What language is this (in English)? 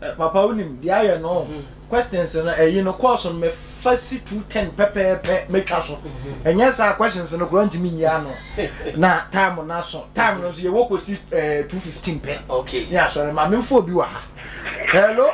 Akan